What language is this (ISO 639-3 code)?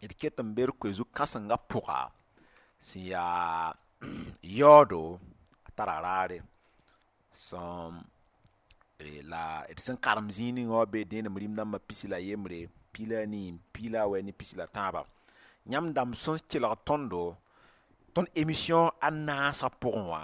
mos